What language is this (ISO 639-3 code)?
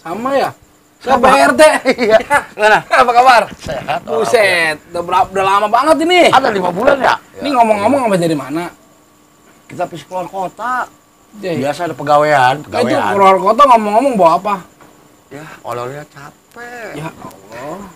bew